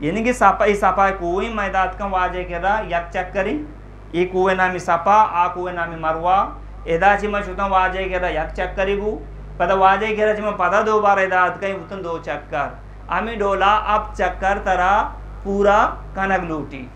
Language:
Eastern Balochi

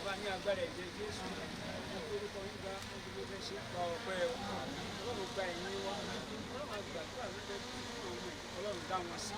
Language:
Yoruba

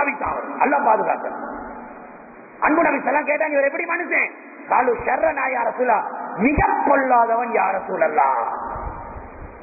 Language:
Tamil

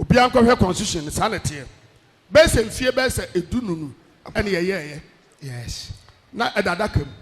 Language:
Akan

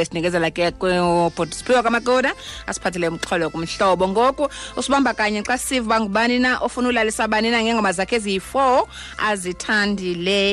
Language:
Xhosa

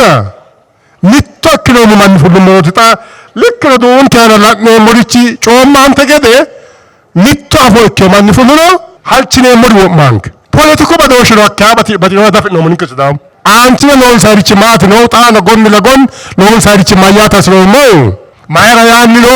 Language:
Sidamo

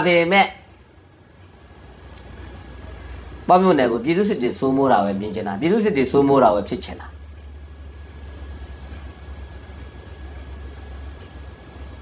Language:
Burmese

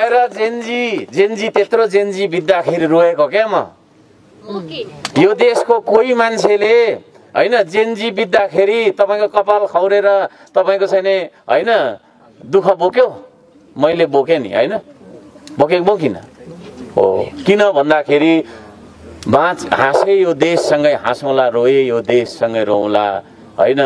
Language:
Nepali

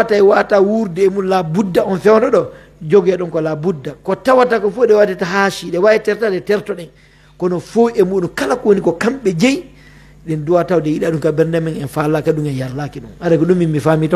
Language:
Pular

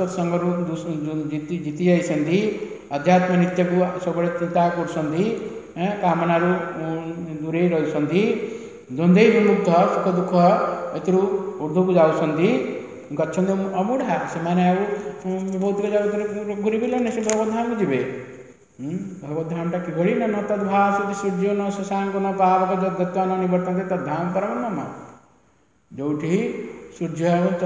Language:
Odia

